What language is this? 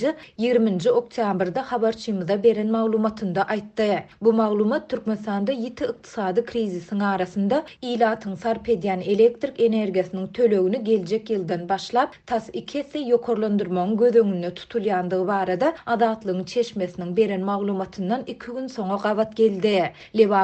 Turkmen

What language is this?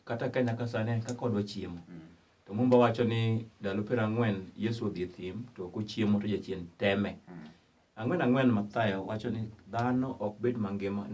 Luo (Kenya and Tanzania)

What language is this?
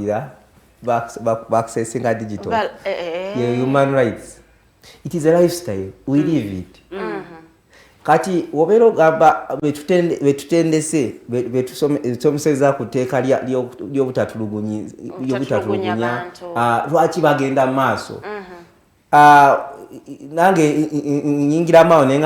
Ganda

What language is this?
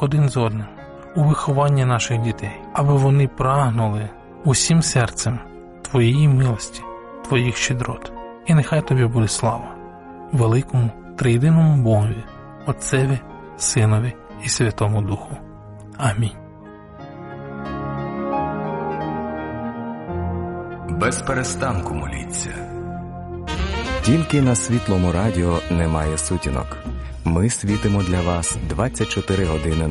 Ukrainian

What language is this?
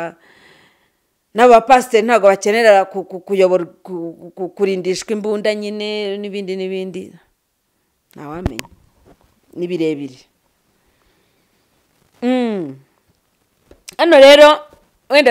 Kinyarwanda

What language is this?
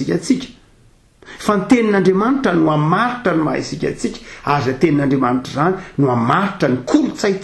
Malagasy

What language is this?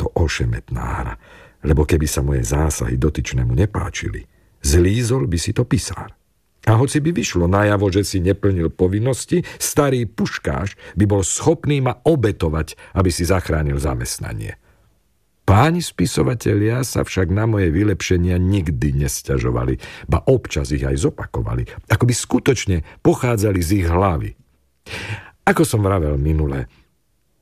Slovak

